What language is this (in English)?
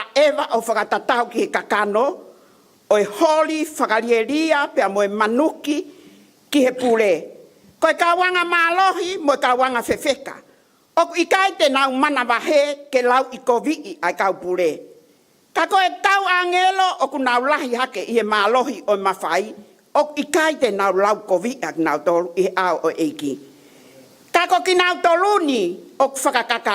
Tongan